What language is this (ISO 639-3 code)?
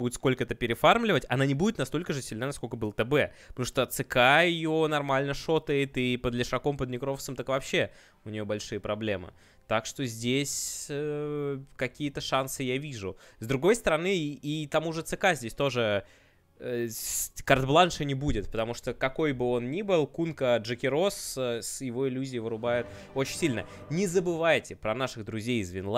rus